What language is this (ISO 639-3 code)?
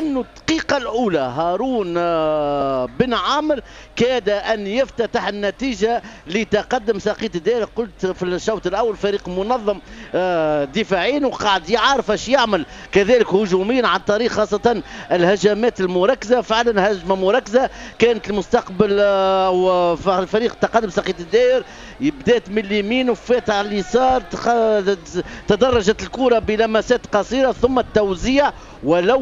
aeb